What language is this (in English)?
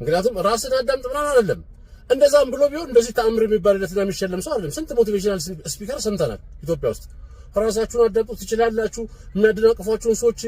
Amharic